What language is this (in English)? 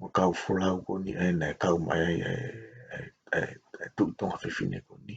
Tongan